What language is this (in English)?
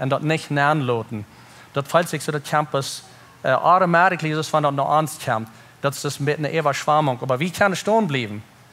Plautdietsch